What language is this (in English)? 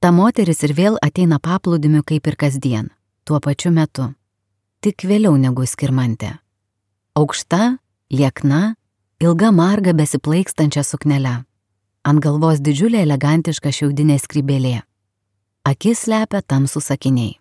Lithuanian